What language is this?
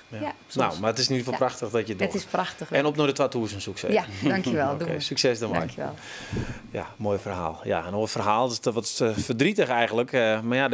Western Frisian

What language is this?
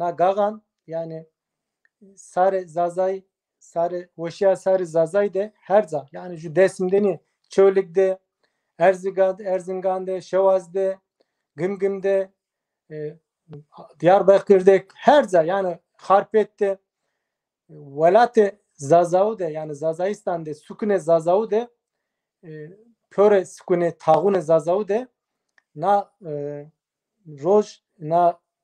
Zaza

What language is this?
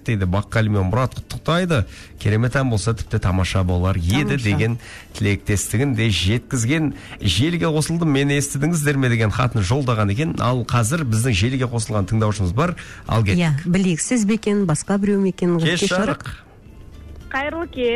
Kazakh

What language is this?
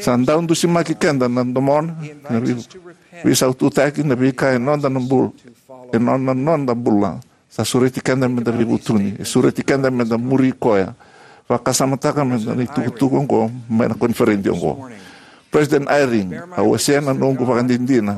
Fijian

